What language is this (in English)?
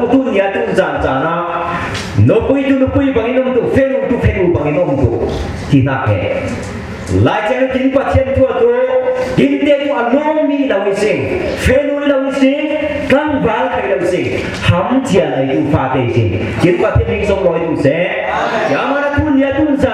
Falam Chin